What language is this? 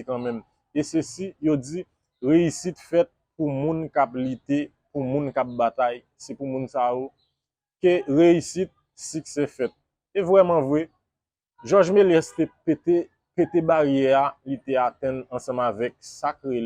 Haitian Creole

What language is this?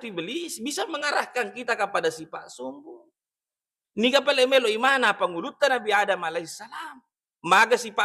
Buginese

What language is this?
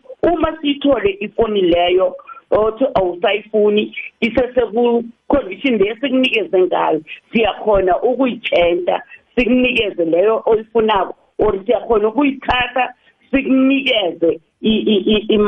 South Ndebele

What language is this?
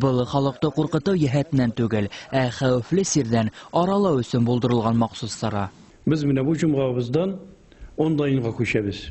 Bashkir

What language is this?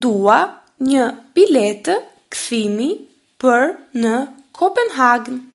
Albanian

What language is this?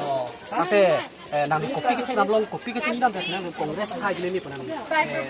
Karbi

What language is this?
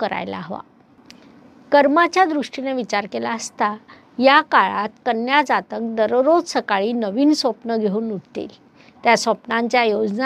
Marathi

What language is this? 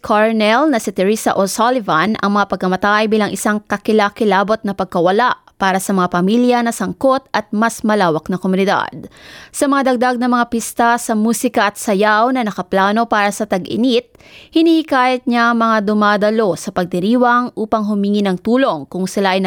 Filipino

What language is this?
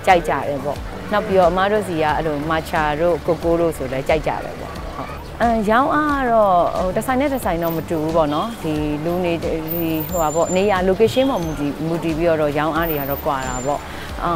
Burmese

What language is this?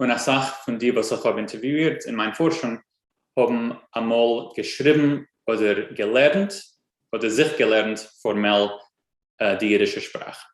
Yiddish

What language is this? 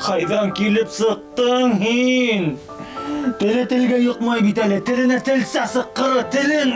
Bashkir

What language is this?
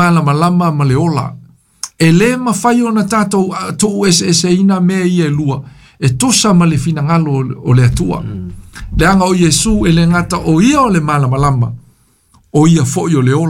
Samoan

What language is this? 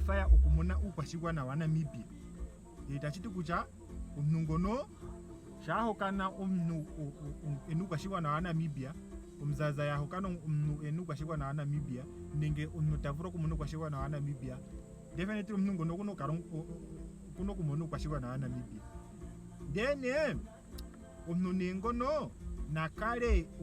Ndonga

